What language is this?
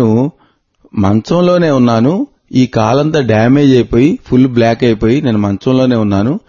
Telugu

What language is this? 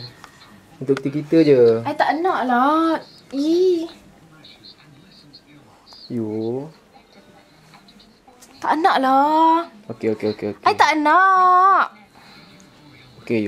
Malay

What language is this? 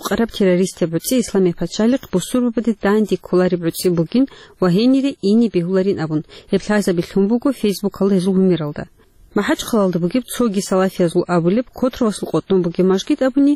Avaric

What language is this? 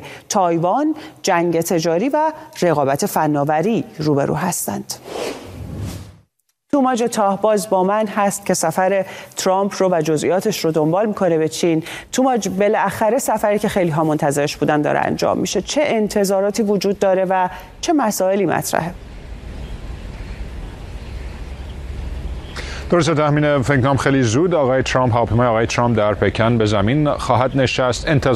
Persian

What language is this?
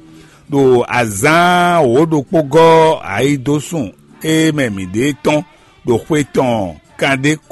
Fon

